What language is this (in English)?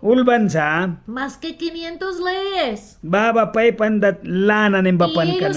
Mískito